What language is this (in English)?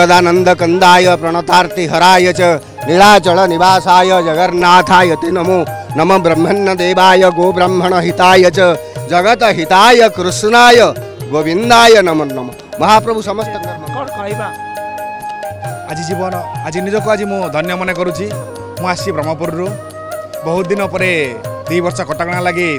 Odia